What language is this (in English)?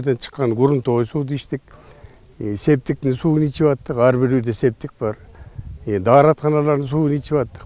Kyrgyz